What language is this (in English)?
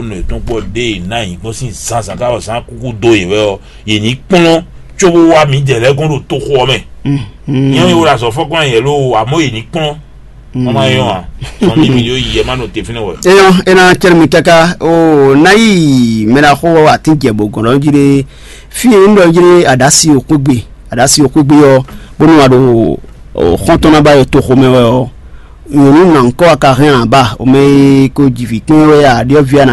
Fon